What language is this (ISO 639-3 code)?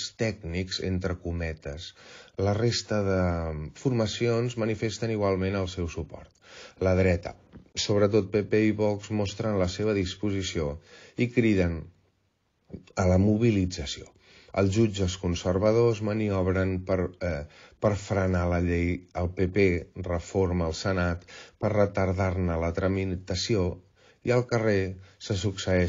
cat